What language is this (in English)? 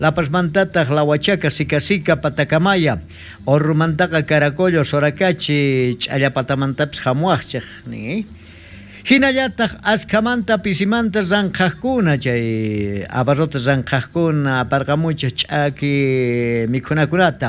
South Bolivian Quechua